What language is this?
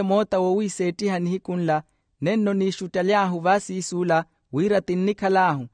Makhuwa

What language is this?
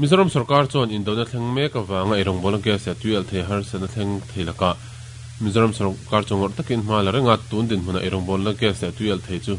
Mizo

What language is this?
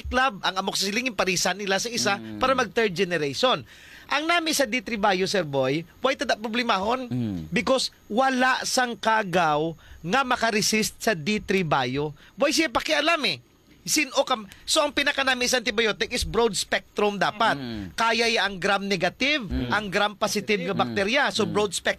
Hiligaynon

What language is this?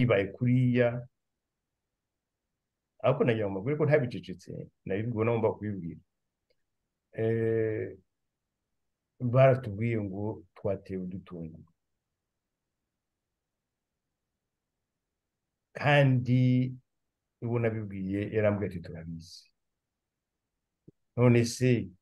Kinyarwanda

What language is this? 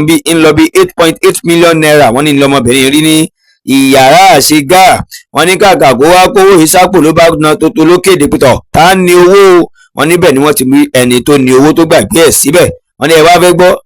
Yoruba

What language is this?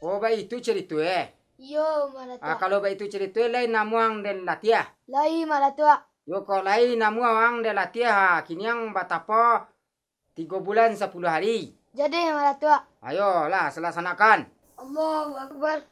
Minangkabau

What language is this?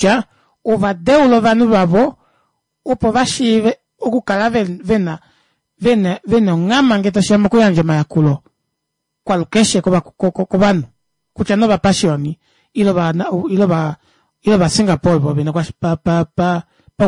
Kuanyama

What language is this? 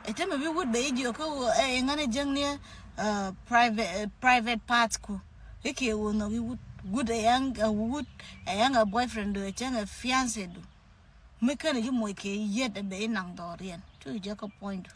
Nuer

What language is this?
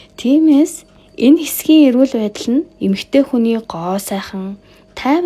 Mongolian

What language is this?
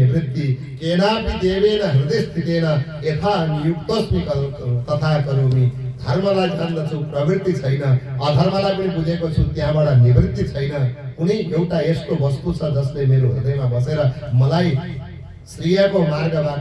Nepali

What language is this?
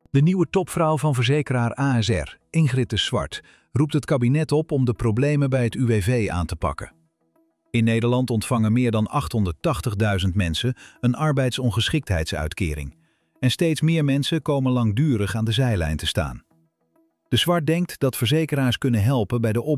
Dutch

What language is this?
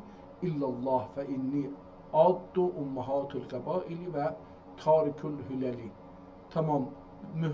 South Azerbaijani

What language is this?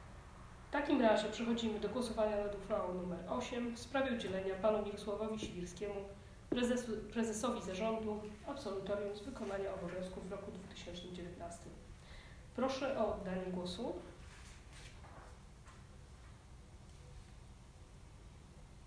Polish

